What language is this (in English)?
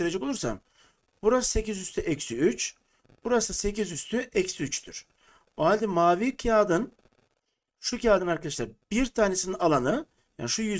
Turkish